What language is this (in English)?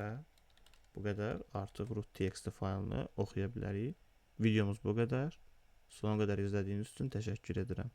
Azerbaijani